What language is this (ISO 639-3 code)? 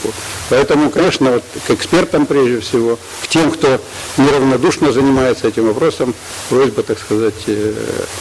rus